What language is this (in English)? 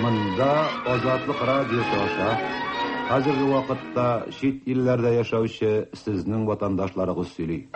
Tatar